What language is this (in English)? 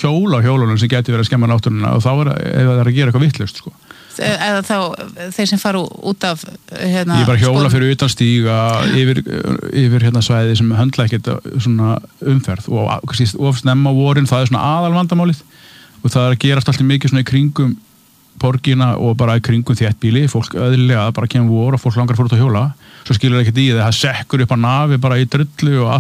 Icelandic